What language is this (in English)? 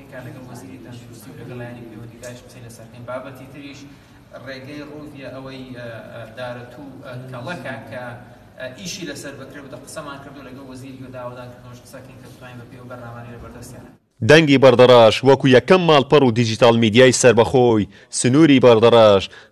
Central Kurdish